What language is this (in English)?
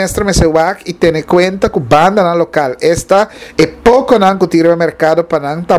Papiamento